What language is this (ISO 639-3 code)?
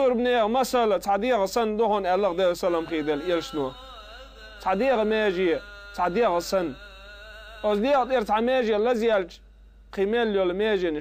che